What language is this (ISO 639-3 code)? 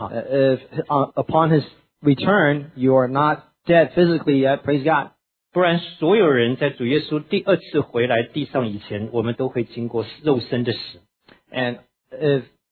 eng